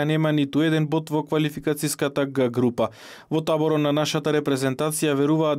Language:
Macedonian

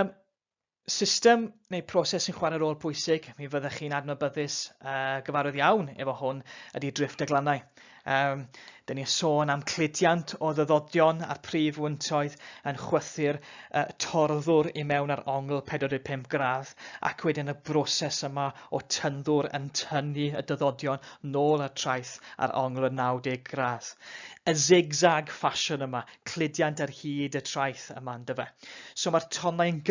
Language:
Welsh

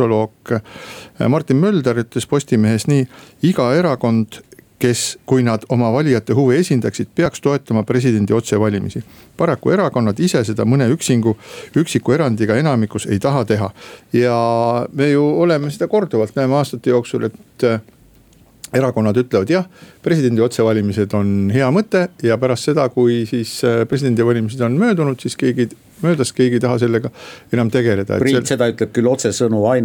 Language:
Estonian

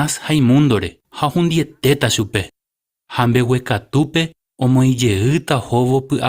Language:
Guarani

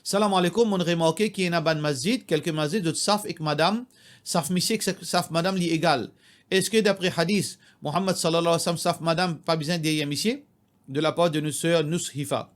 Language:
Morisyen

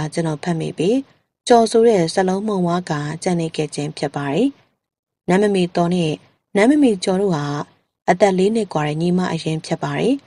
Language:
Burmese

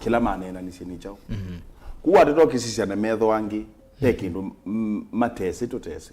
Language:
Kamba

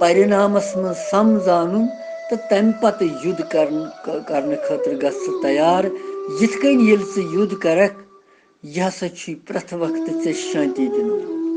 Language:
Kashmiri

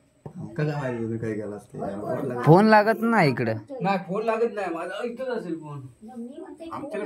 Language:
Marathi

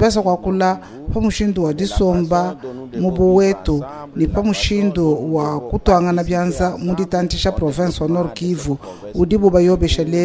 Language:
Luba-Lulua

